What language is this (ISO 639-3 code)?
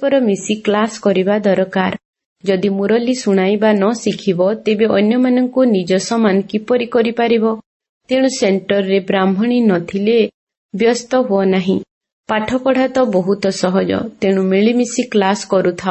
ori